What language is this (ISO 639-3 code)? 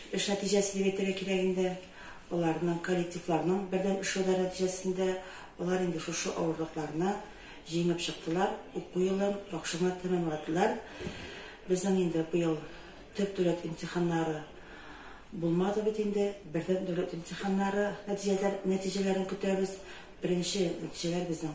tat